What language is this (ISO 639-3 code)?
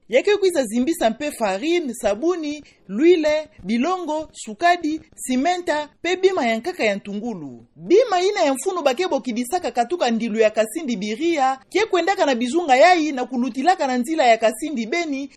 ktu